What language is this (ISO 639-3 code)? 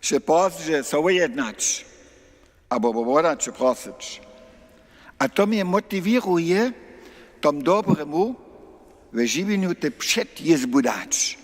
hsb